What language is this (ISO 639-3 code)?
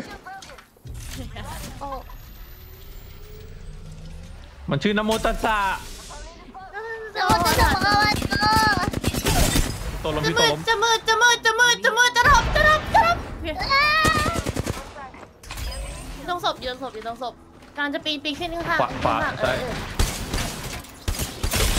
tha